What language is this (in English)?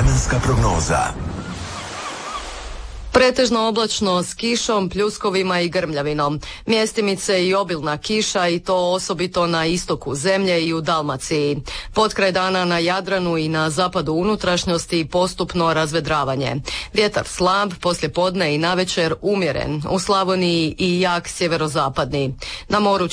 Croatian